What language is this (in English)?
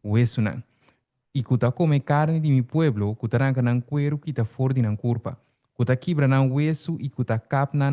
Papiamento